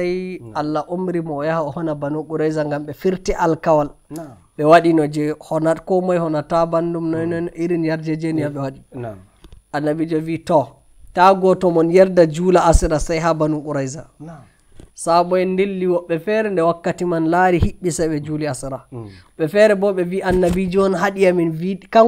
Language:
Nigerian Fulfulde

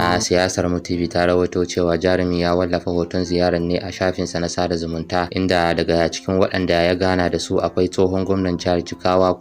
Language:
Hausa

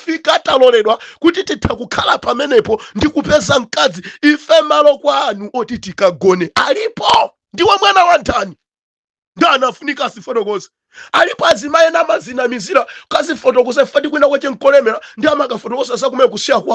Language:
Nyanja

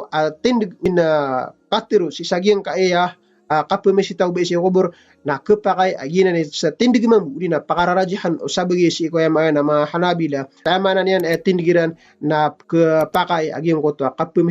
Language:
Maranao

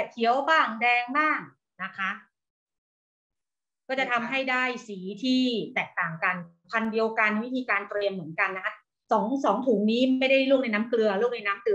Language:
Thai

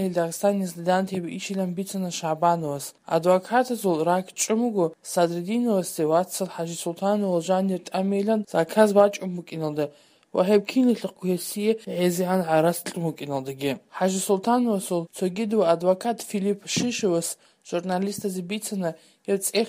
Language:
Avaric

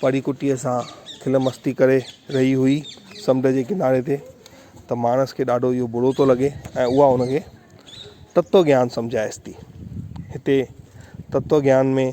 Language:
Sindhi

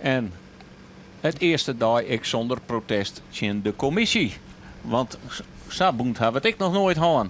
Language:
Western Frisian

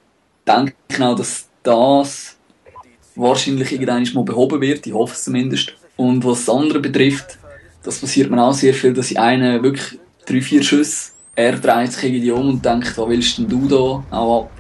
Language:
Swiss German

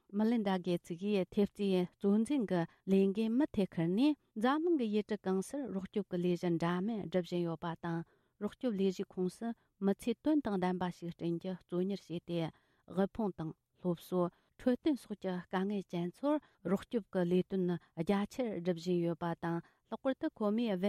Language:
Tibetan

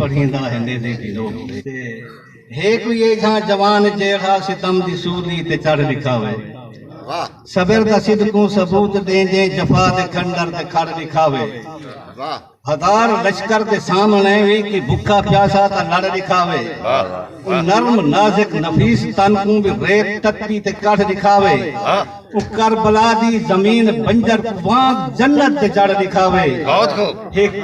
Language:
Saraiki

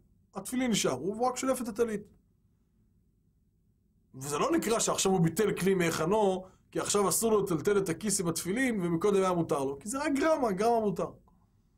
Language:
Hebrew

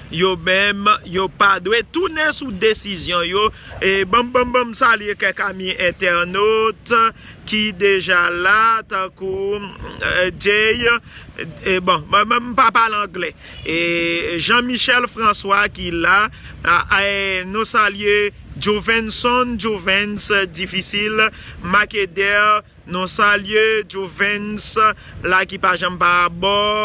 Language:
Haitian Creole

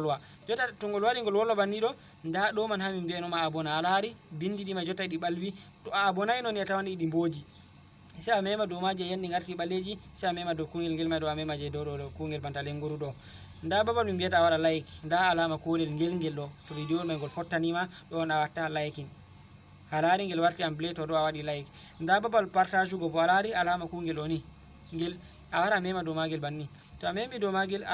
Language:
Fula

